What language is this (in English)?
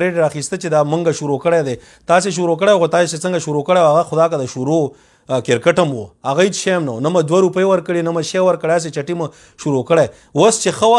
Pashto